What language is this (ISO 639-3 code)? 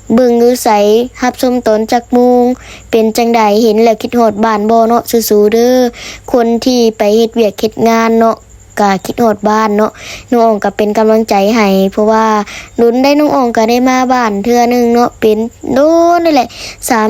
lao